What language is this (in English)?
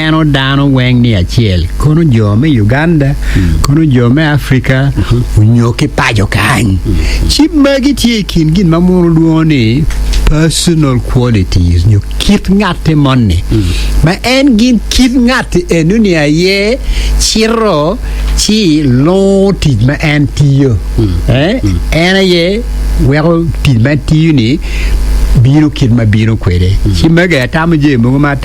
Acoli